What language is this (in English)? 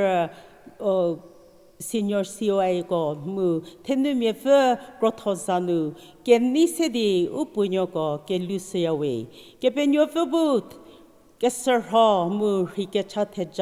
Angami Naga